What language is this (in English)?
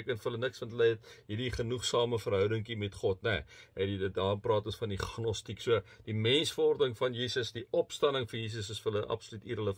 Afrikaans